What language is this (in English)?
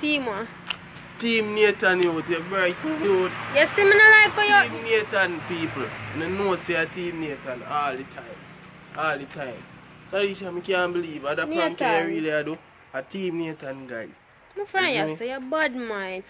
Jamaican Creole English